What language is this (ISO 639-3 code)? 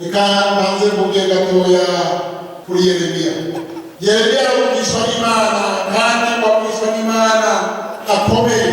run